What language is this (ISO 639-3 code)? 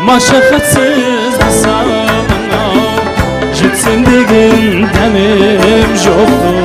kaa